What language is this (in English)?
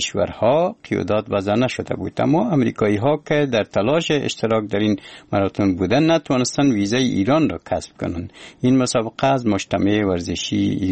Persian